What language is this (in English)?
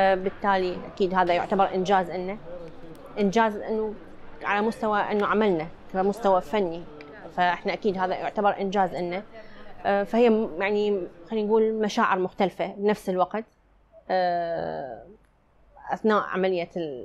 North Levantine Arabic